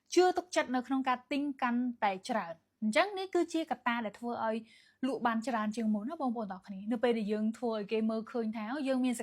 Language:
Khmer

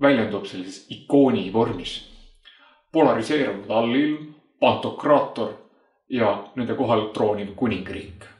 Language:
Estonian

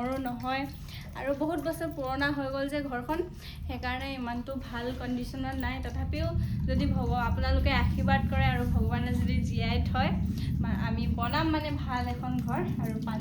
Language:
Assamese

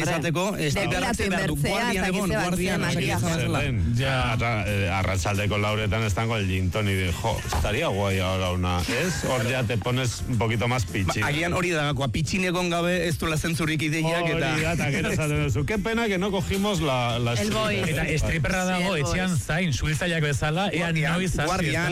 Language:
Basque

